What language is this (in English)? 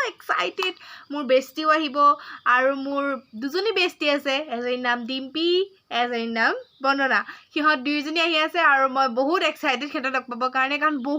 Assamese